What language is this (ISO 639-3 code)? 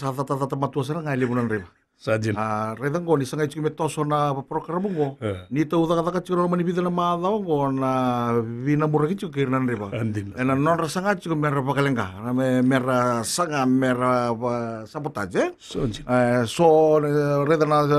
fij